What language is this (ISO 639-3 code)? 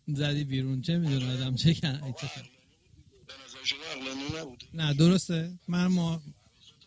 fas